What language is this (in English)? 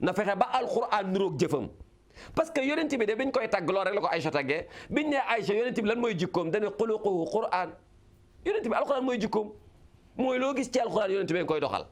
Wolof